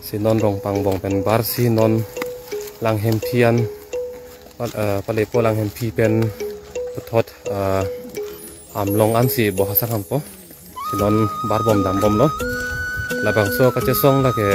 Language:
Karbi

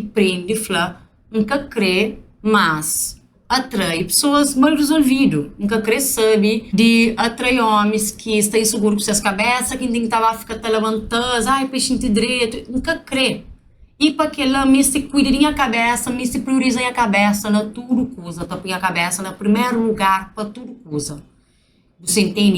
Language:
Kabuverdianu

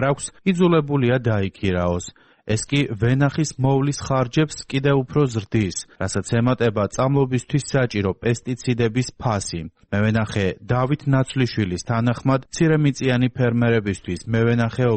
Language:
Georgian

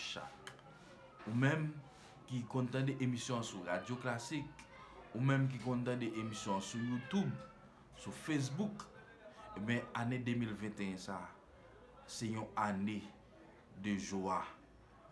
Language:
Haitian Creole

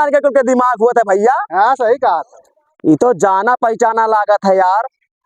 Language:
Awadhi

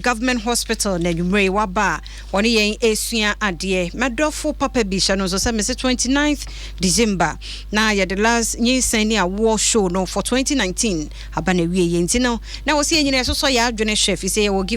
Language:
Akan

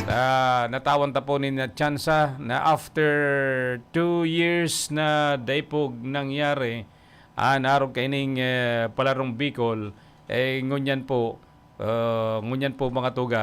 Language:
Bikol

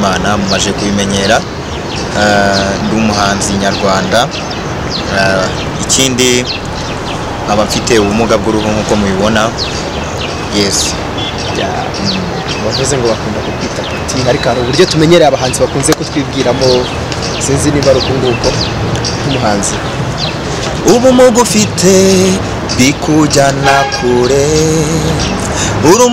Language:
Kinyarwanda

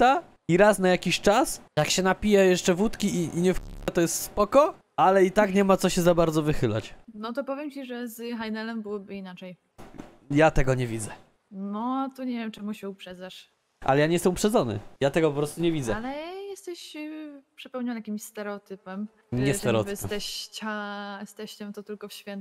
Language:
Polish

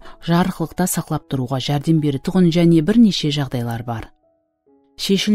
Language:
Kara-Kalpak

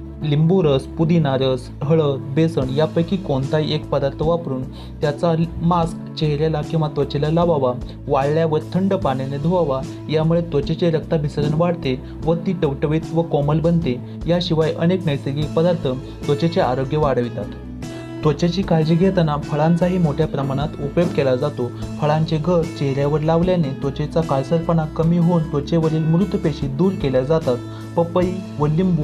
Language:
Marathi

